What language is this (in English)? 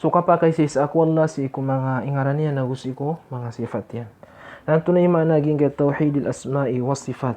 Maranao